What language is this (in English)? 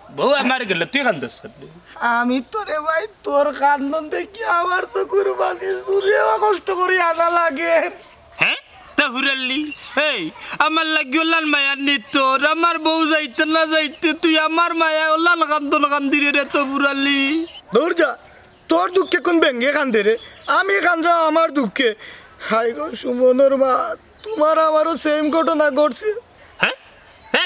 Sylheti